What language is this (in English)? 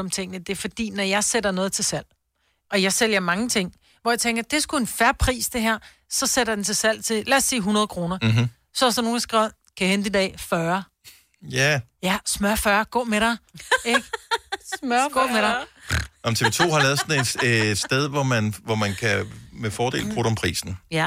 Danish